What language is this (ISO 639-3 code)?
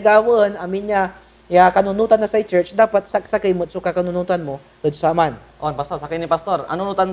pag